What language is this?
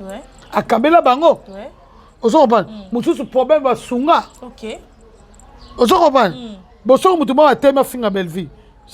Lingala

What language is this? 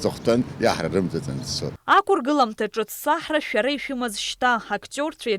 Abkhazian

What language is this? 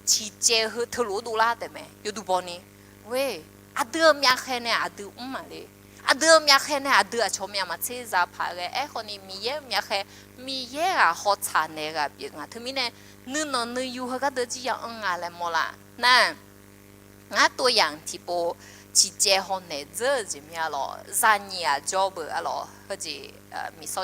Akha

